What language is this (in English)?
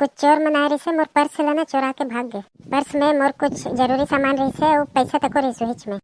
Chhattisgarhi